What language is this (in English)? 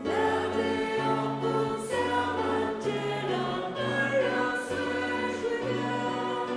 Faroese